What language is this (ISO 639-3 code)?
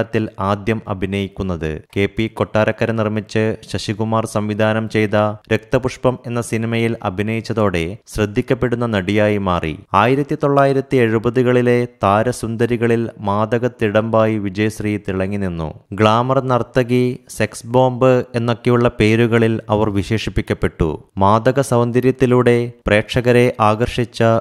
mal